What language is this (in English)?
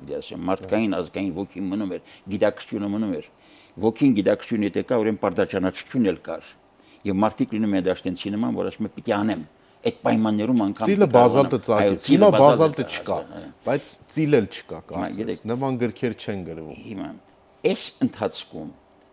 Armenian